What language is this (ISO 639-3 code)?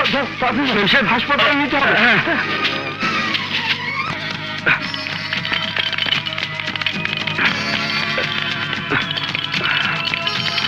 ben